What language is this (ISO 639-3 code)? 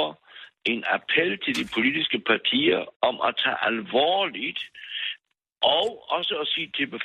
dan